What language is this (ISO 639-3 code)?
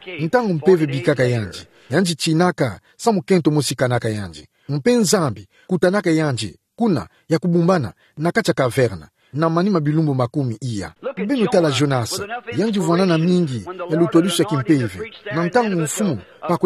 ktu